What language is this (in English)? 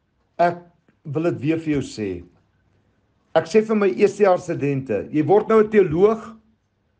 Afrikaans